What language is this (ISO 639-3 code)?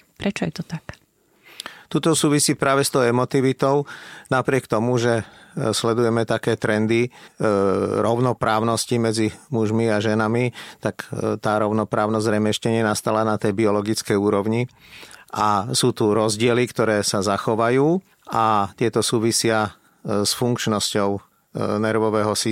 slk